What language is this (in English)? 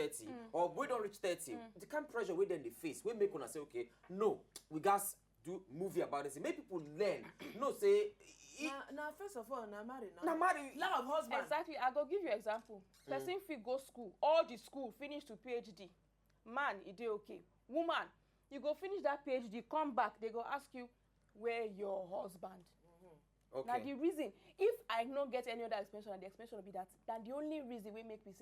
Nigerian Pidgin